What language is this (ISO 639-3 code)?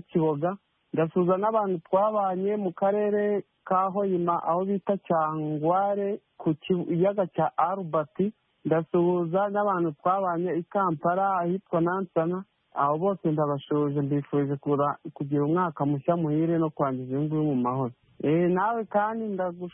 kin